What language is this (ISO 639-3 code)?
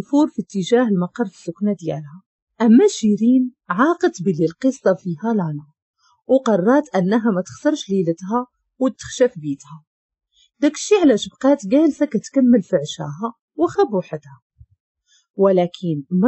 ary